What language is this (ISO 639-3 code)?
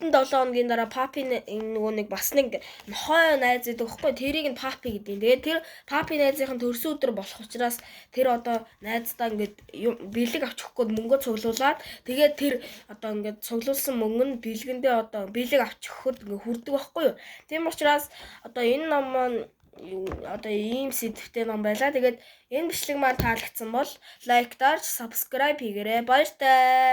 mon